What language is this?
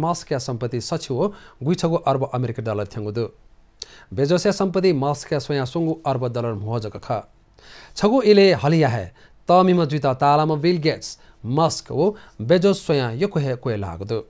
Newari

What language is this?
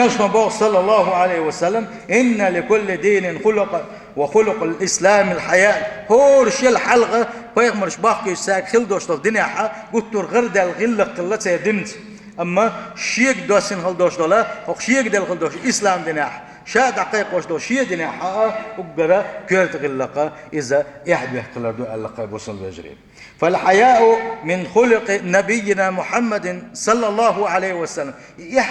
Chechen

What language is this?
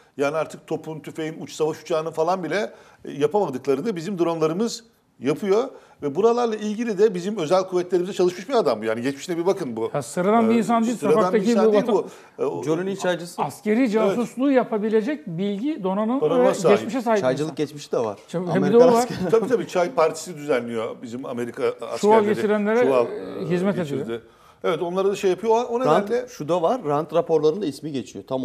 Turkish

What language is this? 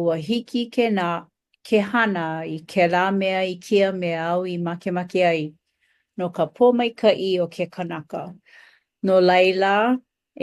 Hawaiian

